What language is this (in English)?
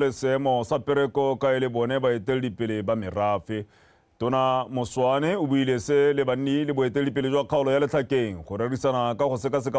Tswana